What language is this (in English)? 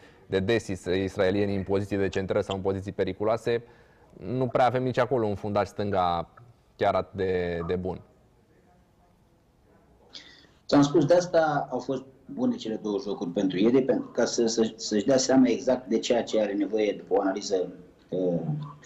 Romanian